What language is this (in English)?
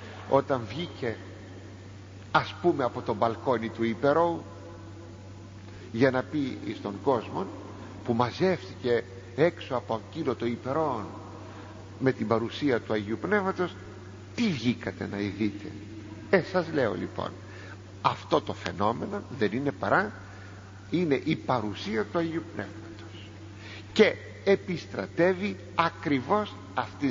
Greek